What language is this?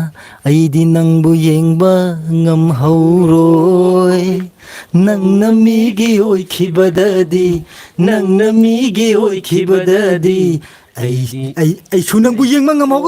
Manipuri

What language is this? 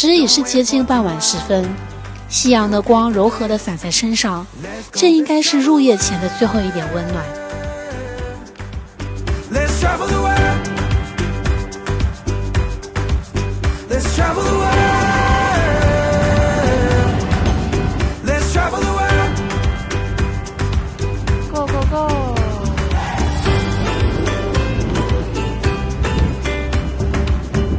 Chinese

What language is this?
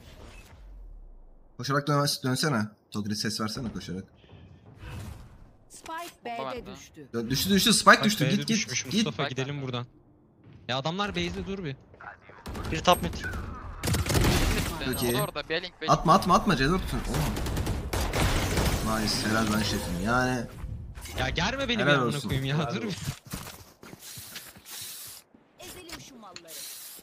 Turkish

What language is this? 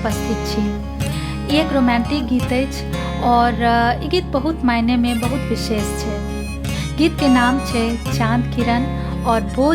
Maithili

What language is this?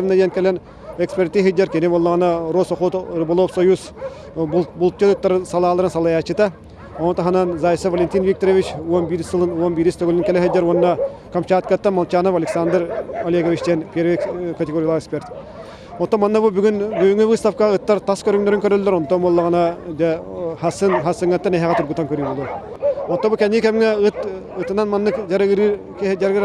Yakut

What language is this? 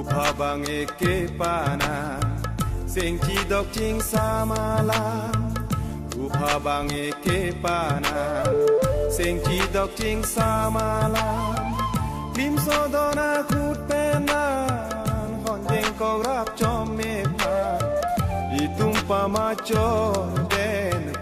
Karbi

